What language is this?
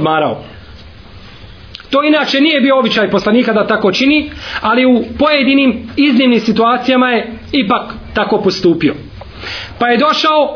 Bosnian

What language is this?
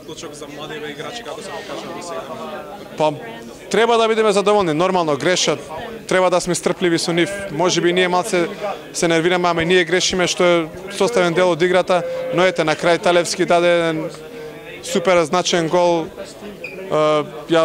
Macedonian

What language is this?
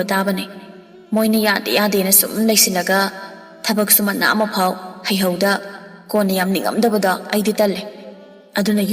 Manipuri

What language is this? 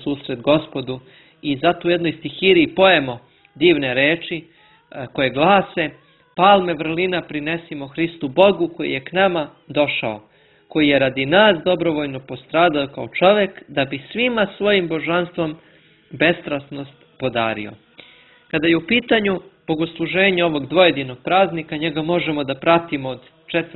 Serbian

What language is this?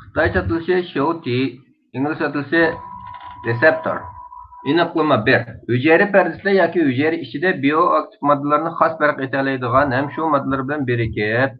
Uyghur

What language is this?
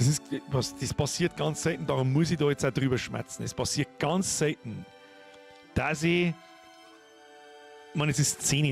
Bavarian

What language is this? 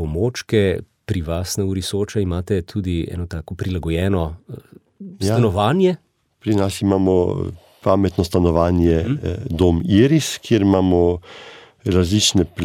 Slovenian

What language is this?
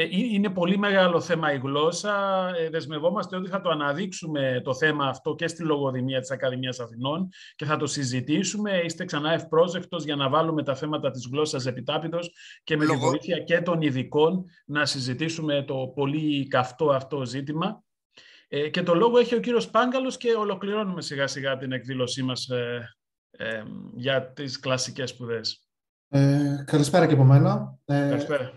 Greek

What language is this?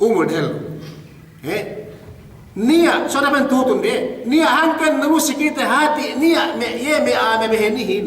Yakan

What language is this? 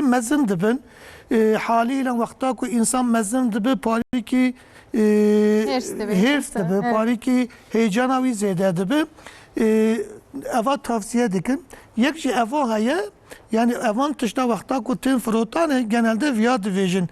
Kurdish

